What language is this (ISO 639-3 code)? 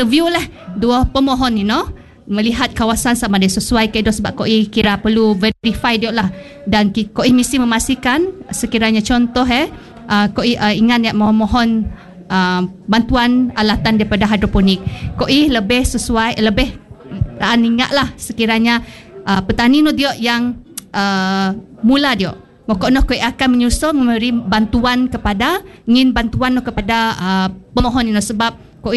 msa